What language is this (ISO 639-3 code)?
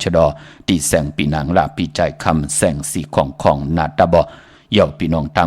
shn